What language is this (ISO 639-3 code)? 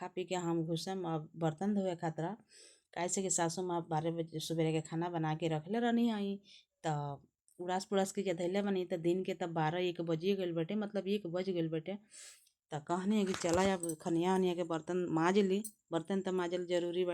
bho